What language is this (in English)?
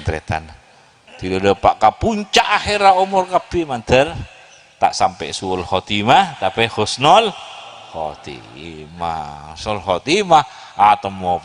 Madurese